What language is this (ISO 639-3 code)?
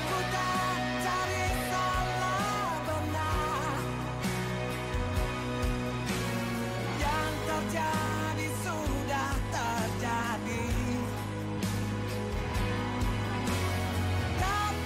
ind